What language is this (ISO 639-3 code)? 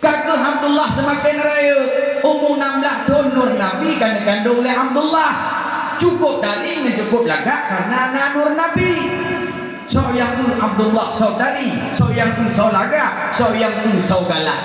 ace